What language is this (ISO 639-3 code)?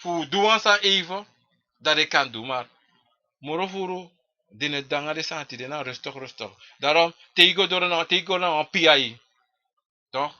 srn